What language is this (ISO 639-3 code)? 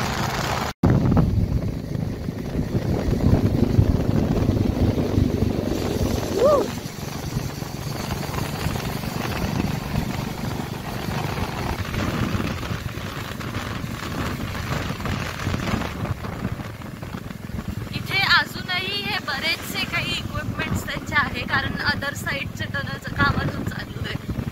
mar